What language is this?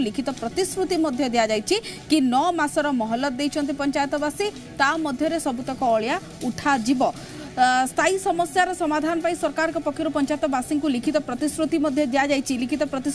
Odia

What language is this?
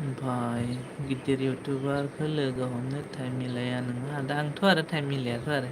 Bodo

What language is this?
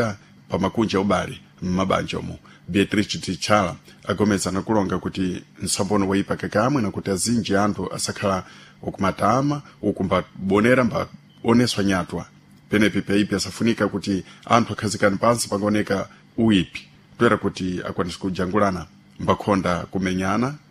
Sena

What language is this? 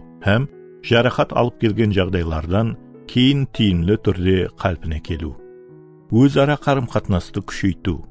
Kara-Kalpak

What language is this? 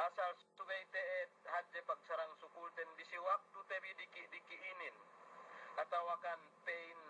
Yakan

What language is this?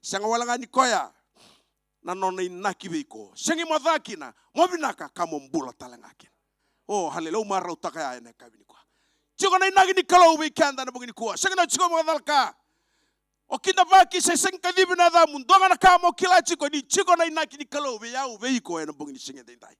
Fijian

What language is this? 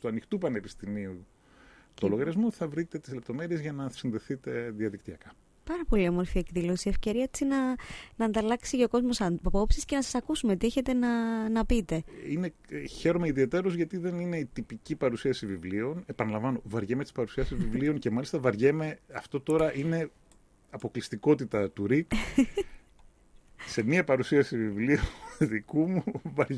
Greek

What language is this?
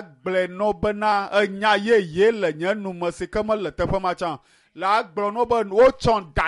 Ewe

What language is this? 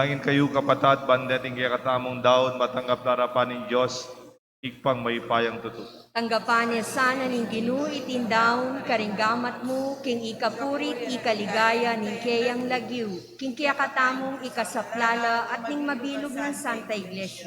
Pampanga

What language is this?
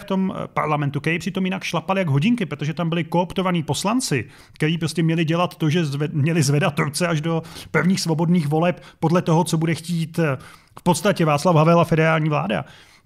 Czech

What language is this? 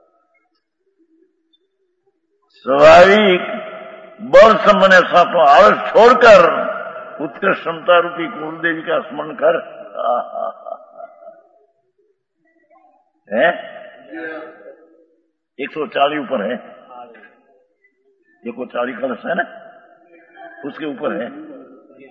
Hindi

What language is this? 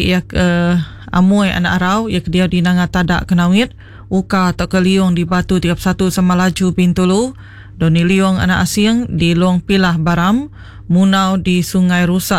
Iban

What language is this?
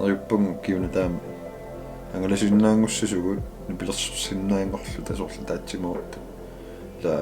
Kalaallisut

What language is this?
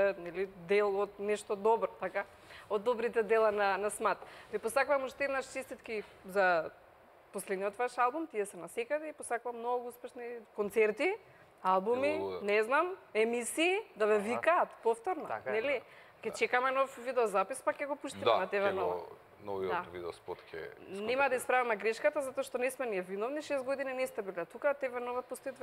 Macedonian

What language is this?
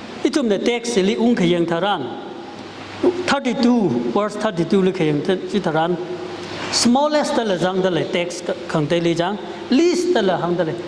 Tangkhul Naga (India)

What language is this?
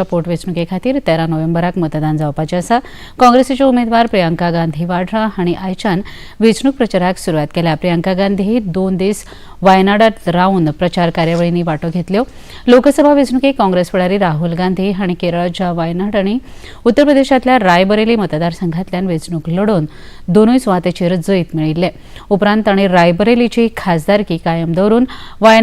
Konkani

